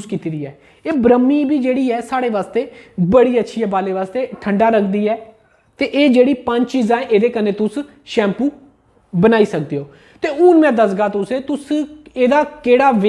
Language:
Dogri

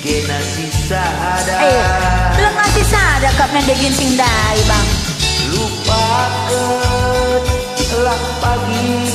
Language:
Batak Karo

